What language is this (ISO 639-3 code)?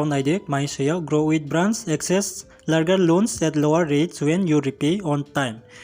ria